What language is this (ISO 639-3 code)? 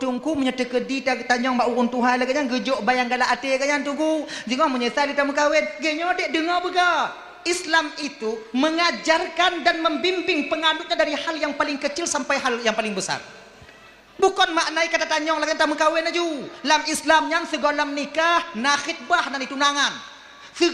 ace